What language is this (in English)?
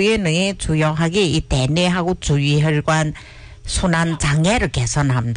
Korean